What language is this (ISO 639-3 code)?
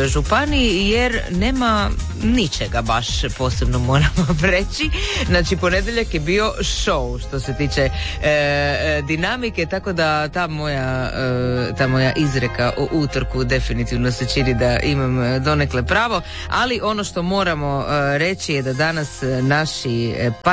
hrv